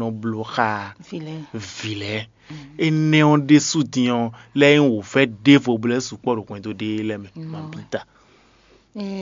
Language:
Fon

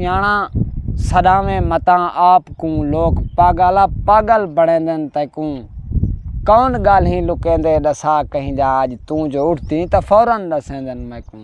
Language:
Saraiki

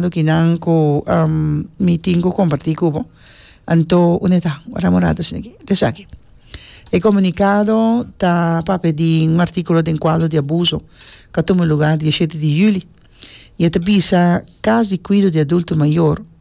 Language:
Papiamento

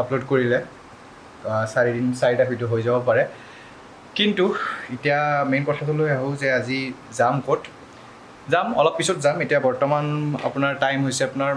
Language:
Assamese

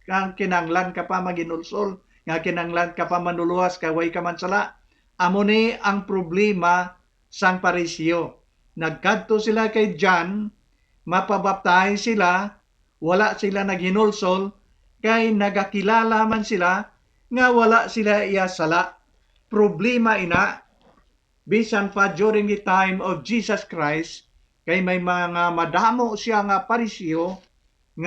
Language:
Hiligaynon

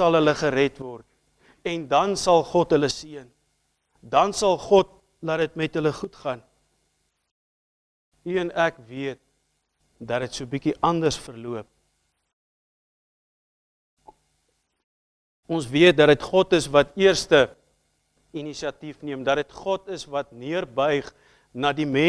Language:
Afrikaans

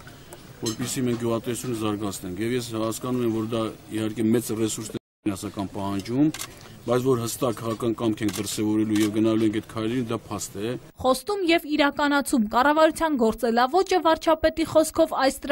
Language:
Armenian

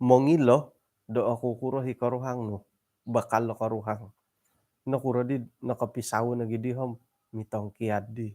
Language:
Central Dusun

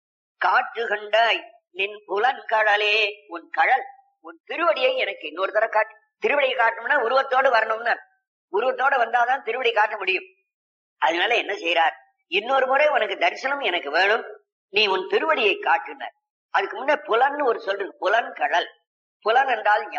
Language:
Tamil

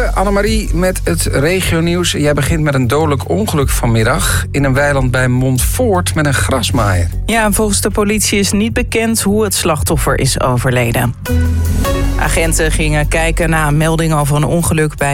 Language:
Dutch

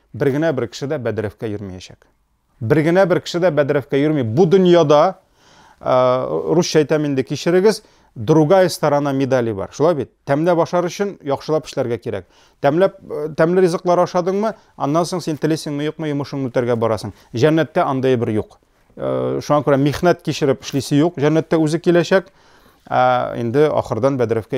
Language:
Tatar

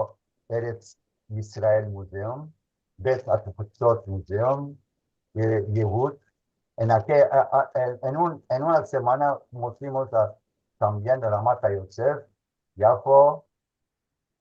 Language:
Ladino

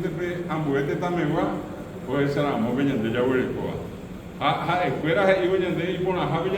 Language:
Guarani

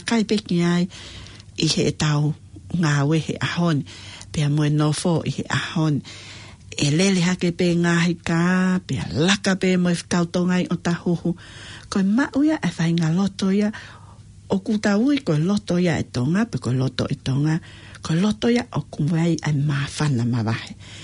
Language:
Tongan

